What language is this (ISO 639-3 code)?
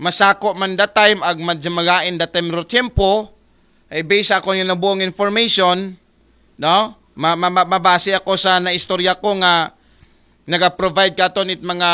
akl